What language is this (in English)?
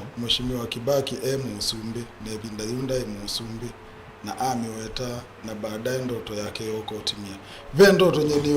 Kamba